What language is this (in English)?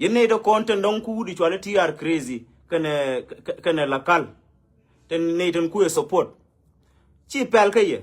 Nuer